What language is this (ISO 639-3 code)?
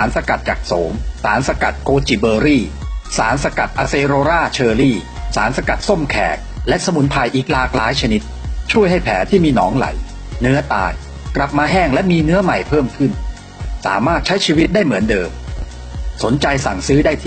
lao